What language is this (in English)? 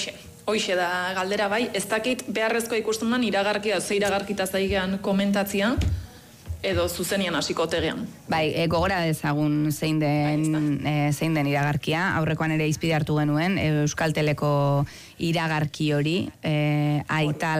Basque